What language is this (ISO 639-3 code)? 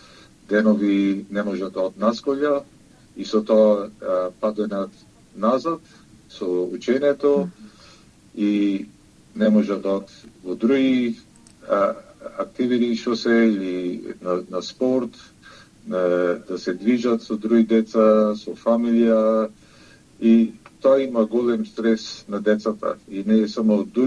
mkd